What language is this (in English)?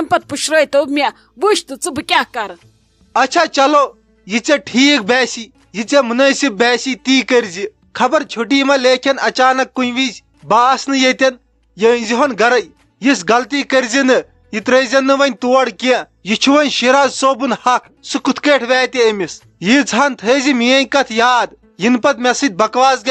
Kashmiri